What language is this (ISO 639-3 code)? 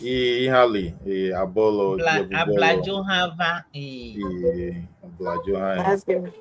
ewe